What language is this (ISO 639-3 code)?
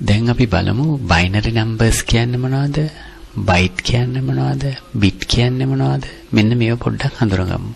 sin